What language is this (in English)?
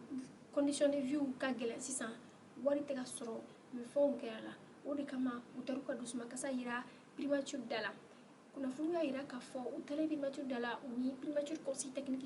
Bambara